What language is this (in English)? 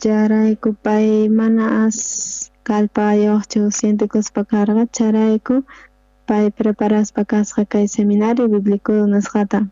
South Bolivian Quechua